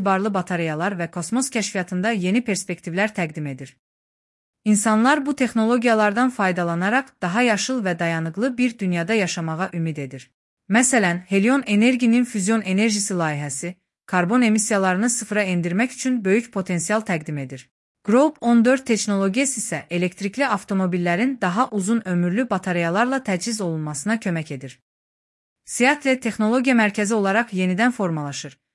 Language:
Azerbaijani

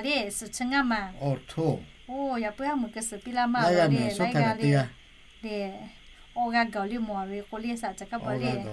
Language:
Lahu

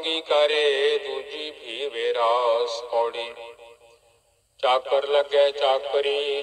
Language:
Punjabi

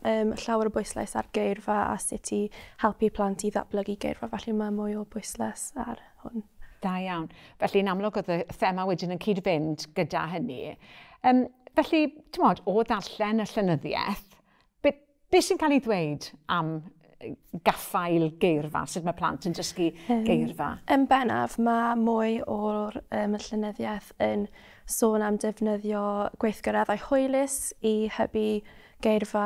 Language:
Welsh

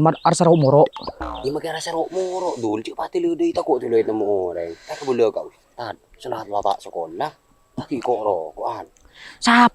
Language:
Madurese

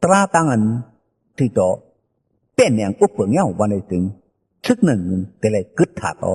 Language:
Shan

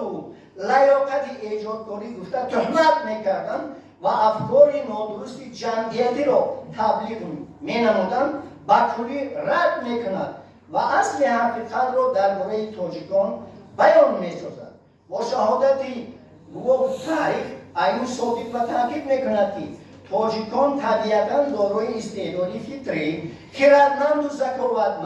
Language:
Tajik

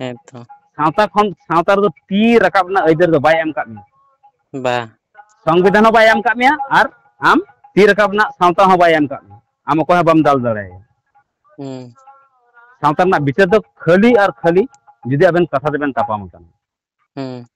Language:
Santali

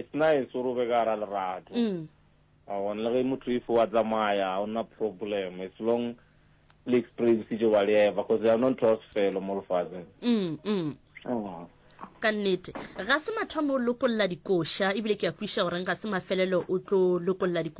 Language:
Northern Sotho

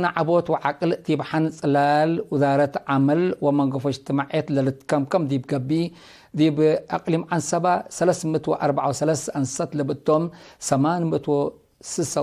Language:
Tigre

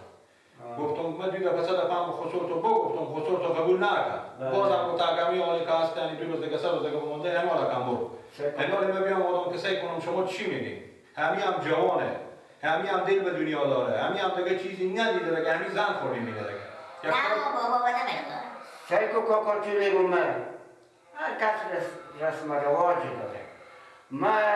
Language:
Persian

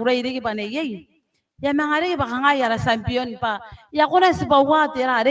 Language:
Gilbertese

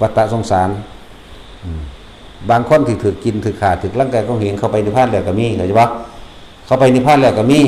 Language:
Northeastern Thai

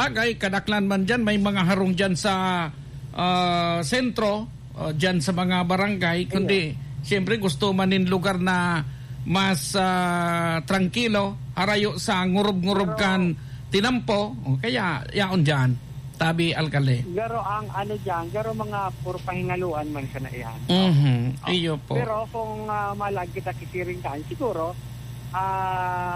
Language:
Bikol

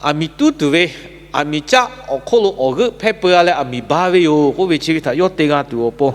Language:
Lahu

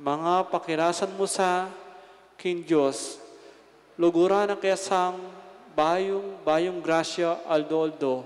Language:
Pampanga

